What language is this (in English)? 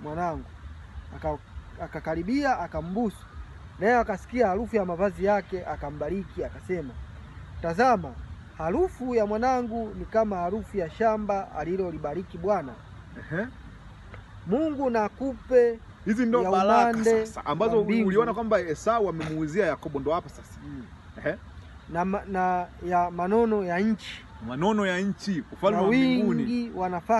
Swahili